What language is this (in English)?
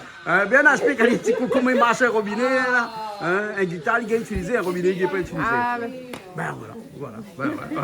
Réunion Creole French